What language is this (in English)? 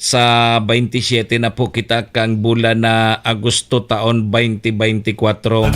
Bikol